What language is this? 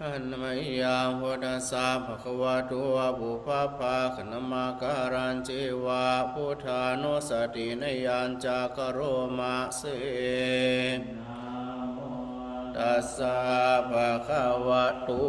Pali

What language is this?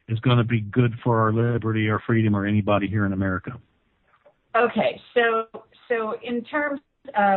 English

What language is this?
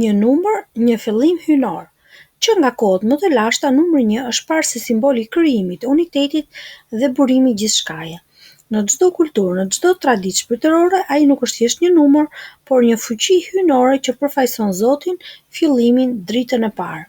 Albanian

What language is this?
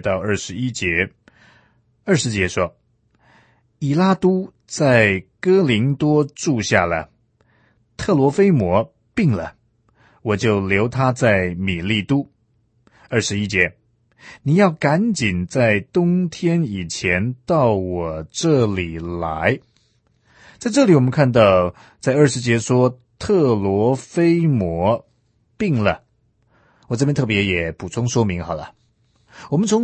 Chinese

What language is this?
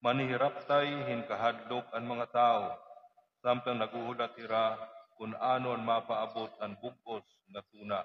Waray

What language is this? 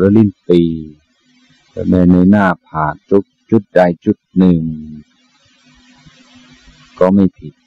Thai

